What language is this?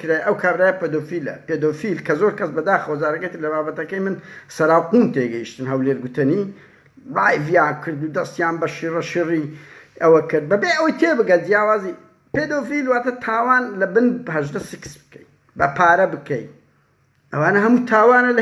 Central Kurdish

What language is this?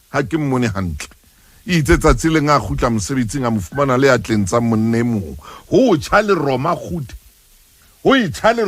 Southern Sotho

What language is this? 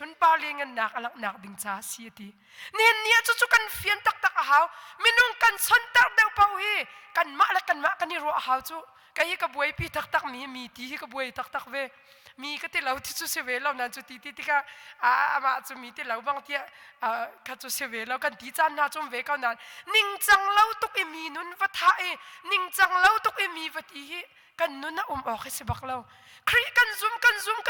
Hakha Chin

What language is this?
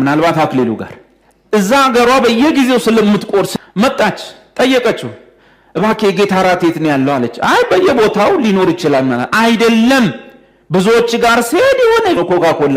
Amharic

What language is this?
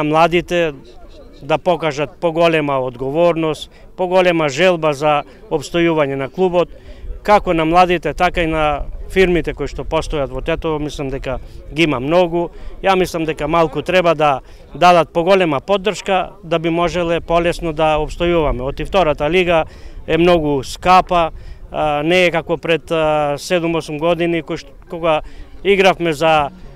Macedonian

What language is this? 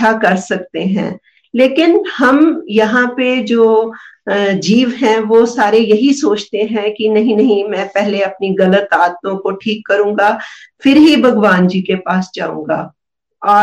Hindi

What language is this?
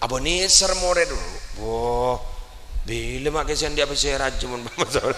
Madurese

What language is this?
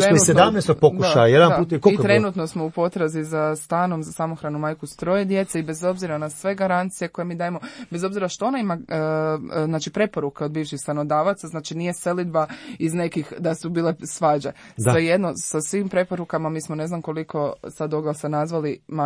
Croatian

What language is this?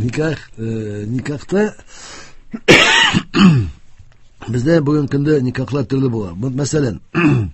Tatar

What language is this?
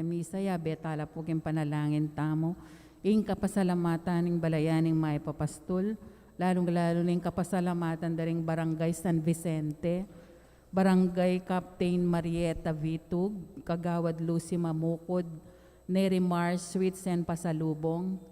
Pampanga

